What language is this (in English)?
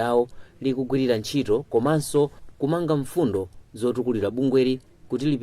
Nyanja